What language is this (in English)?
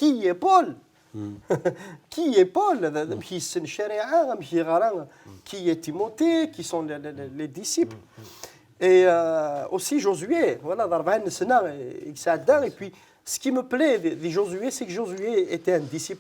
Kabyle